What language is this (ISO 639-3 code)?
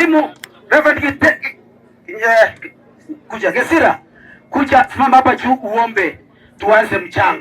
guz